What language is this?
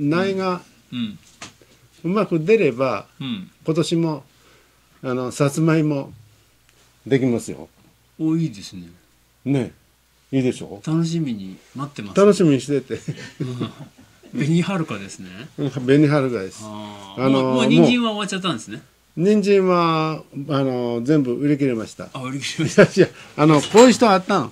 Japanese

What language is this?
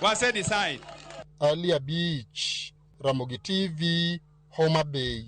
Luo (Kenya and Tanzania)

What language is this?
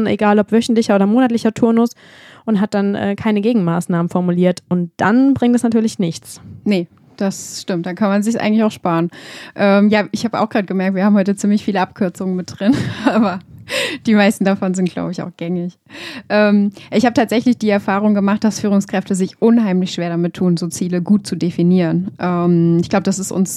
German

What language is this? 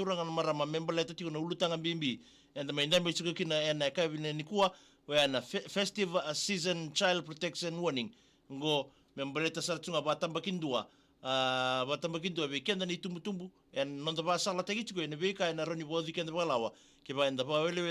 Fijian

